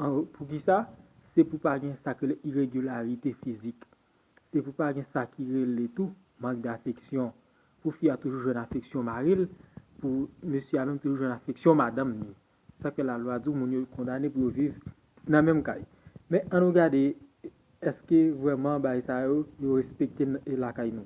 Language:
Haitian Creole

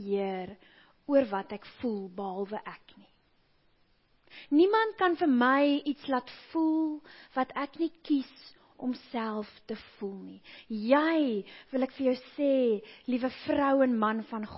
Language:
Afrikaans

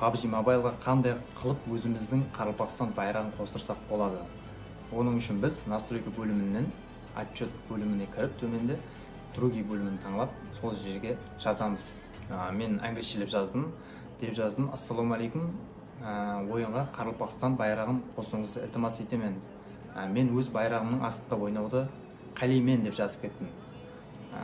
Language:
Kara-Kalpak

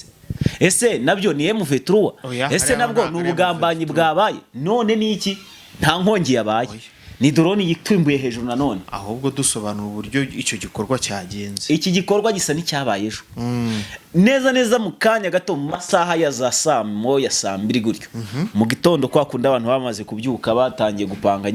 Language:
Kinyarwanda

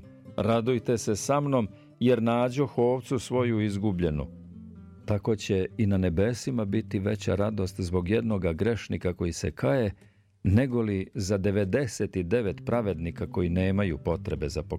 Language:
Serbian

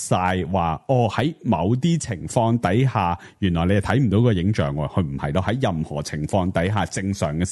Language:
Cantonese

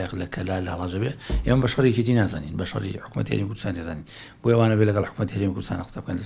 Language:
Central Kurdish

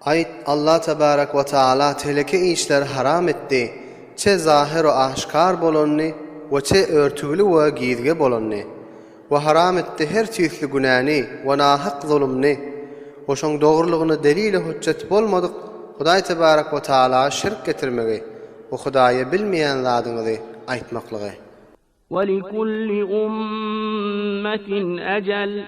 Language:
Turkmen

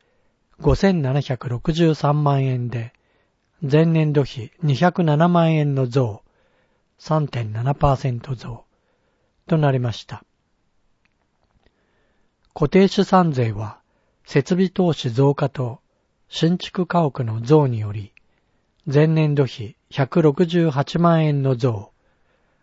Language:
Japanese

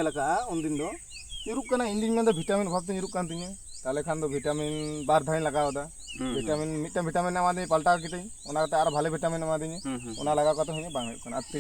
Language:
Santali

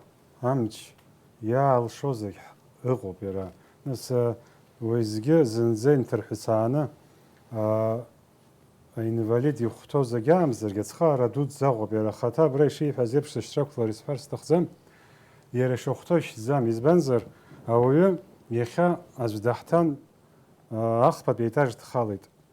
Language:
Abkhazian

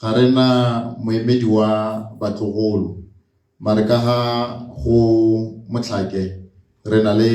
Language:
Tswana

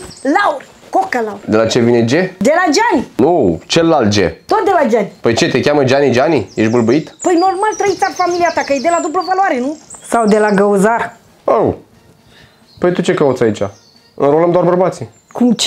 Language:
Romanian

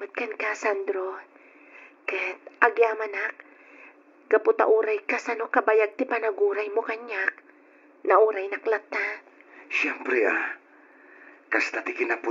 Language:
Iloko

